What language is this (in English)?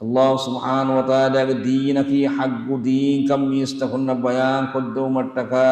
Divehi